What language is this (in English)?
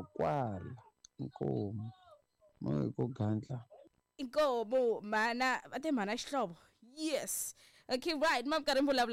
Tsonga